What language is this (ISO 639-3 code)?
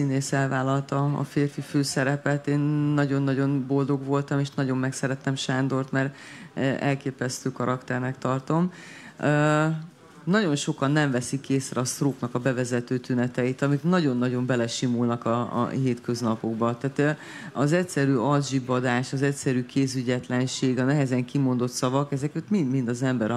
hun